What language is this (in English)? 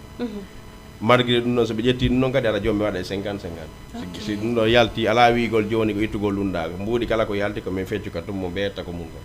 Fula